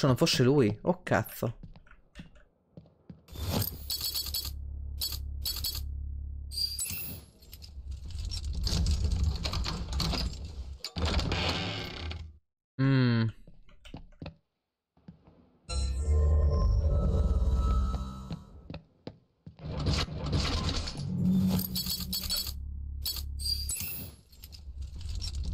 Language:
Italian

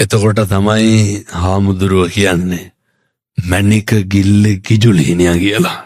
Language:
Sinhala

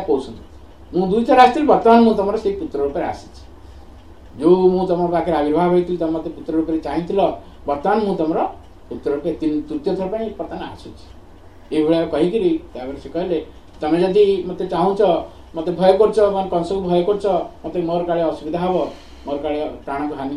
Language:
Odia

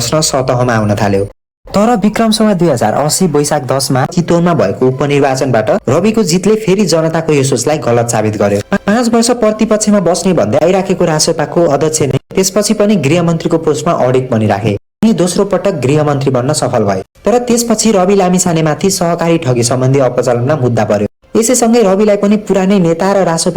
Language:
Nepali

